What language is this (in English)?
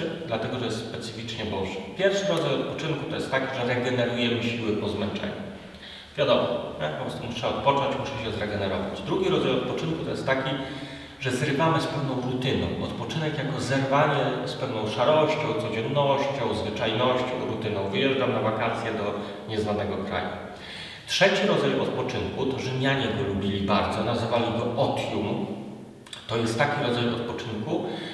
Polish